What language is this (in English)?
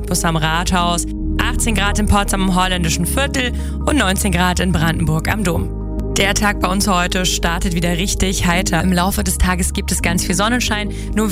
German